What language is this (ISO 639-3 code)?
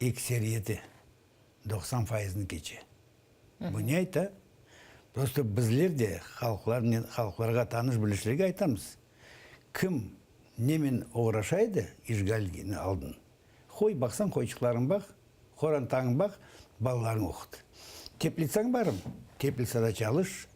crh